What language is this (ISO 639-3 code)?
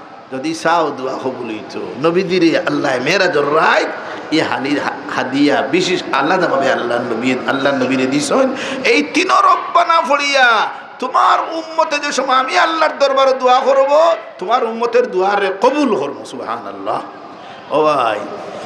syl